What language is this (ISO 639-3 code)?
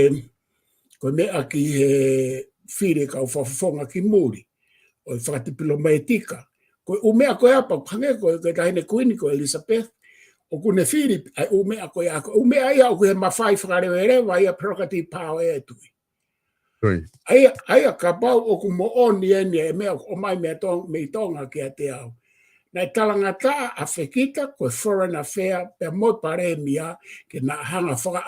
ton